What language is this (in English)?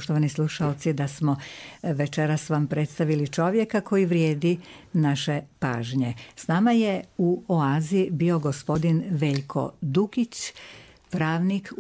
Croatian